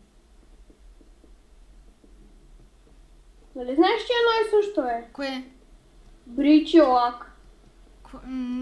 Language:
Bulgarian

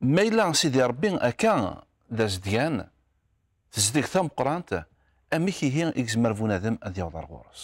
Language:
Kabyle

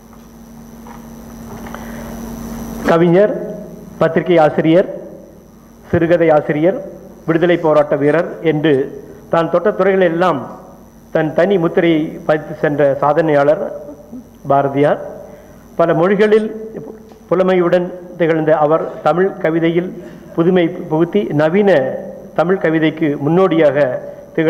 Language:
Tamil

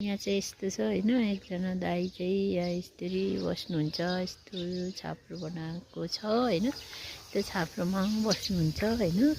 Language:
Nepali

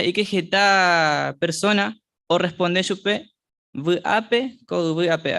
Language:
Guarani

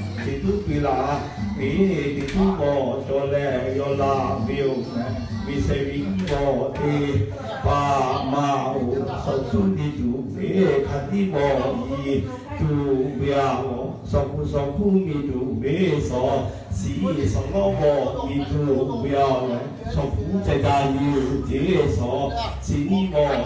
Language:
Lahu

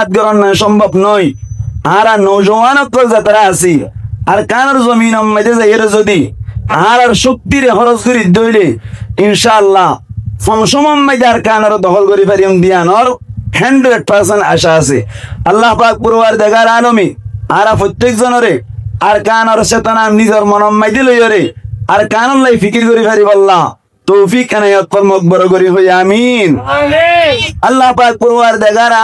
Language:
Rohingya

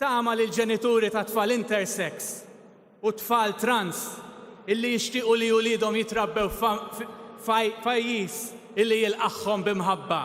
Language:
Maltese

